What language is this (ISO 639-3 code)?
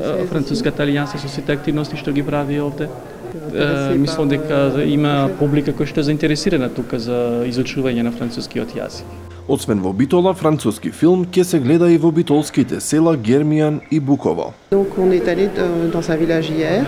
mkd